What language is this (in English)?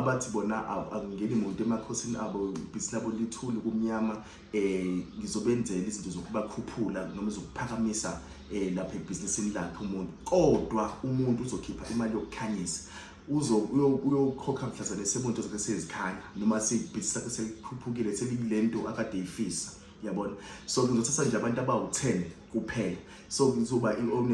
Zulu